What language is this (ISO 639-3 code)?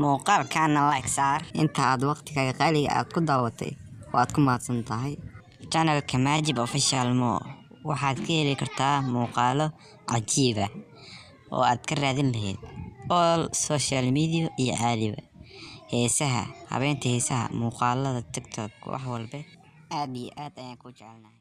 som